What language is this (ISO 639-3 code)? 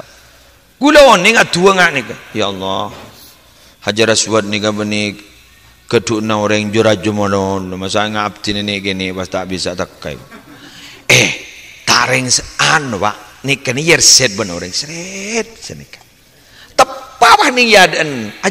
mad